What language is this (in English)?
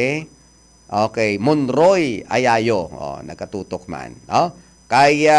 Hiligaynon